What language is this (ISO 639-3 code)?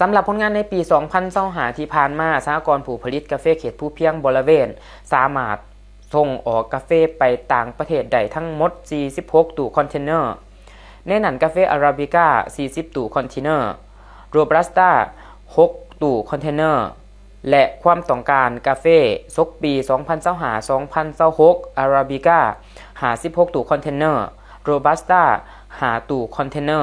lao